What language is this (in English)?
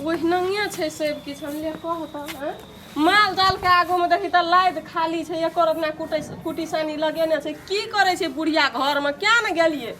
Maithili